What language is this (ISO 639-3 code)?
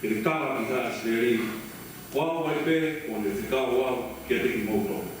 ton